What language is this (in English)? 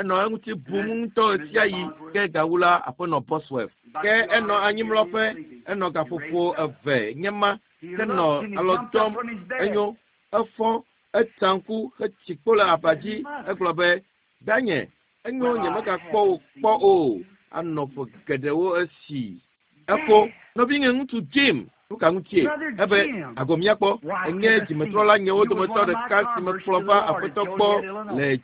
Ewe